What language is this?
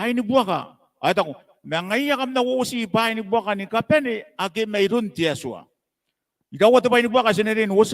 Gilbertese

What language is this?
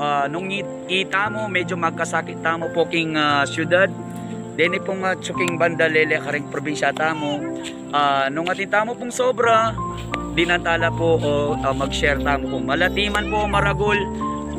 Pampanga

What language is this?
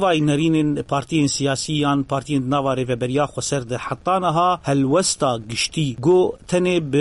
Kurdish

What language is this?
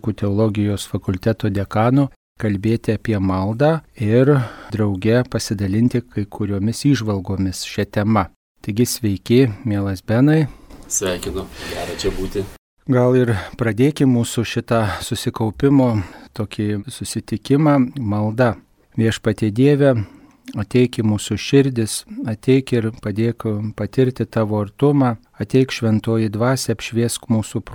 Lithuanian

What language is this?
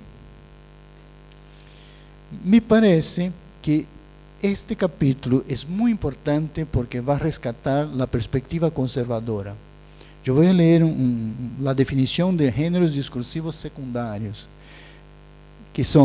Spanish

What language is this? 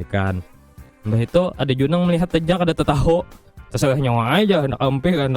Banjar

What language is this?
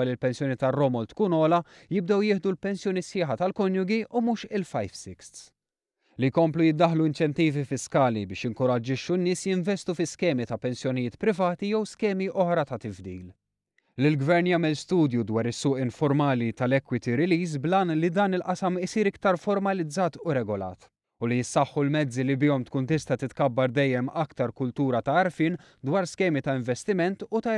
Maltese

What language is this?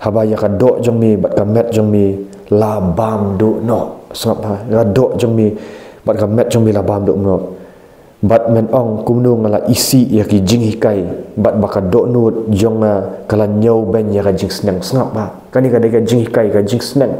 Khasi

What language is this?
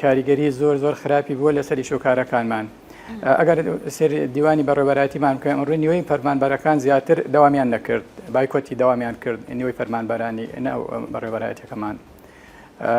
Central Kurdish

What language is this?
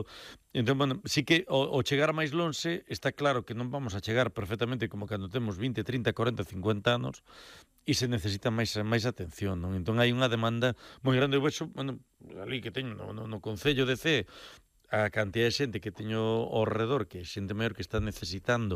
Galician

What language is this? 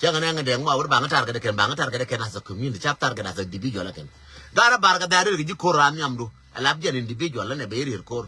Nuer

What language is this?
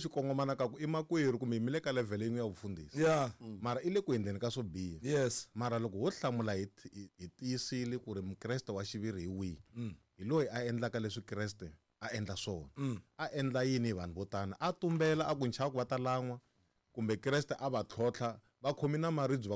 Tsonga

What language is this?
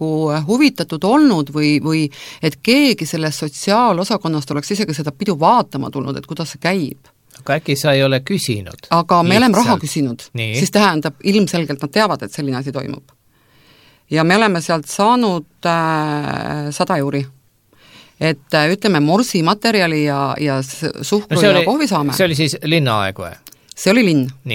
Estonian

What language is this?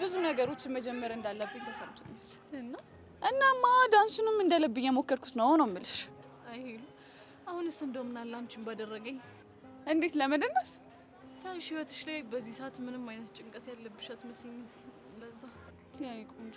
Amharic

